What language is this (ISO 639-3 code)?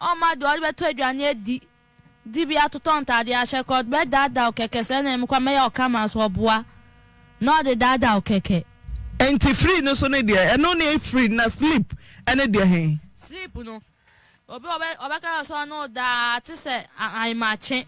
aka